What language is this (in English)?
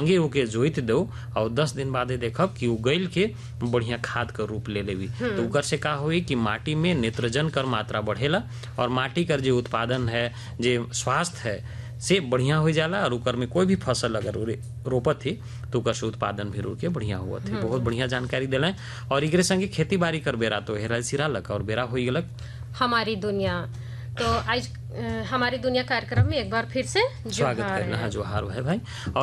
Sadri